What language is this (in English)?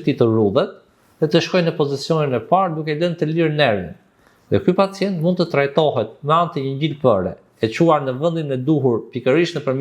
Albanian